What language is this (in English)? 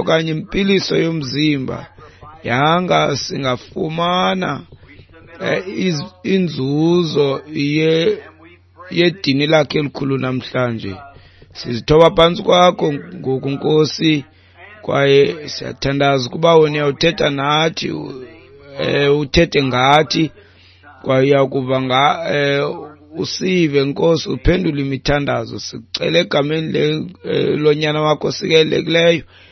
Xhosa